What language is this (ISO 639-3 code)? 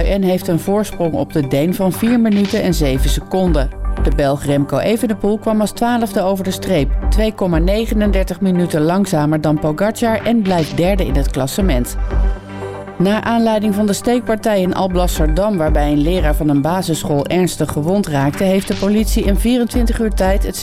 nld